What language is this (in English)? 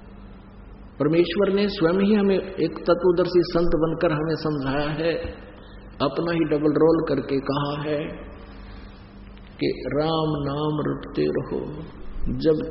Hindi